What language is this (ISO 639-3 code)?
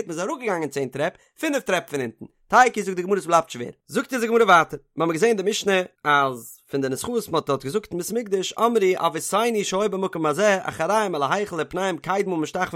yid